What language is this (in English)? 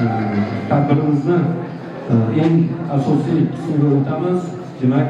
Uzbek